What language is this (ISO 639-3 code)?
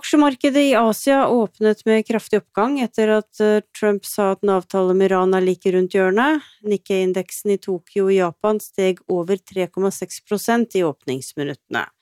nor